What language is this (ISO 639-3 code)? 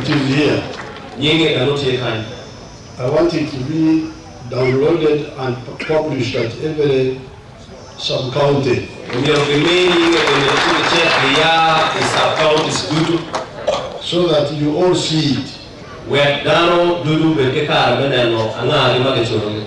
ach